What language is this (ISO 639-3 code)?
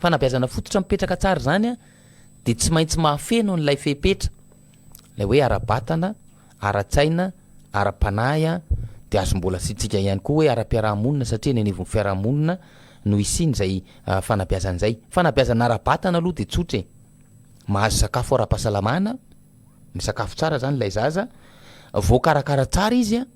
mlg